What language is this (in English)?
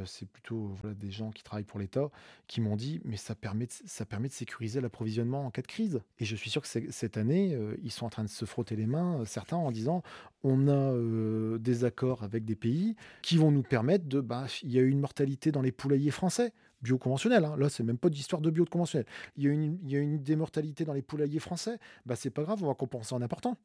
French